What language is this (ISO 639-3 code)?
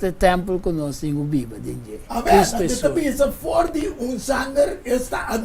pap